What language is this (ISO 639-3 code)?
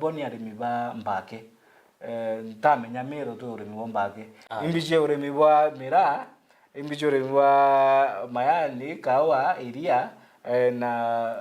mer